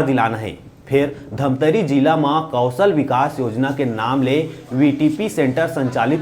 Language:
Chhattisgarhi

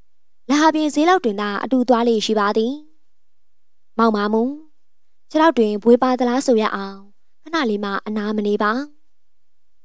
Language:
Burmese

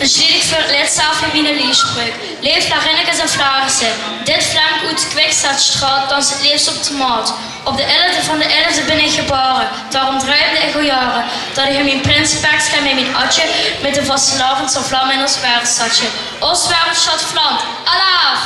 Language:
Limburgish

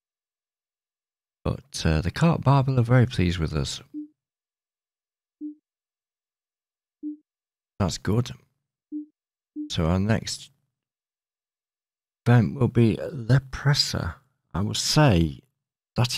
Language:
English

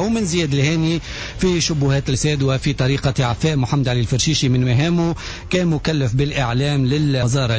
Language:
Tunisian Arabic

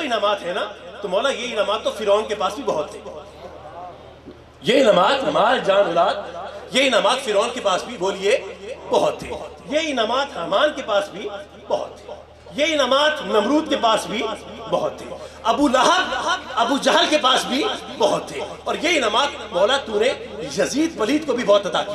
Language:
Urdu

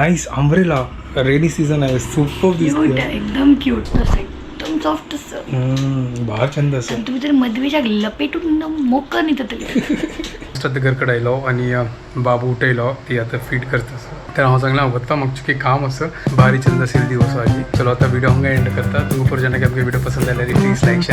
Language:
Konkani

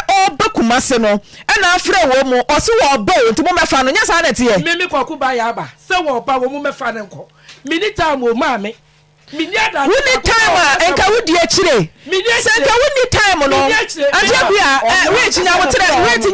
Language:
Akan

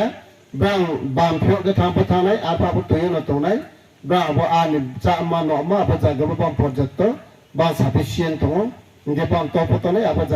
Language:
Kok Borok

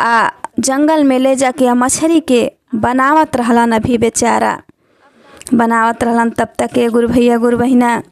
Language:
Bhojpuri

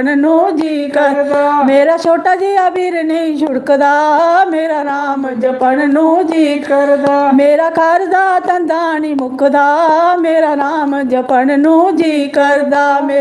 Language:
Dogri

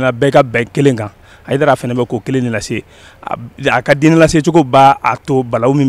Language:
Bambara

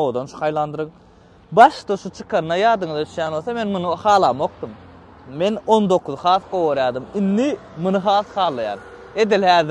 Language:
Turkmen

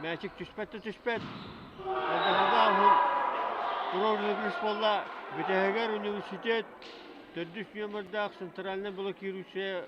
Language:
Yakut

